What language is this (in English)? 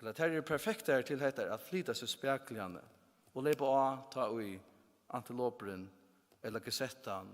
Faroese